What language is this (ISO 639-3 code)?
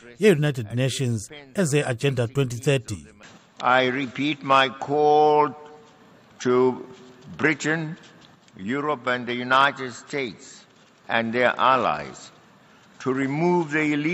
nde